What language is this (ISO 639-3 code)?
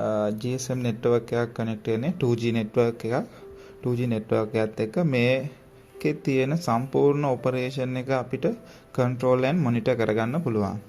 sin